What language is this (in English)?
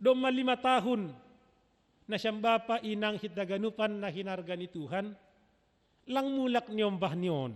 Batak Simalungun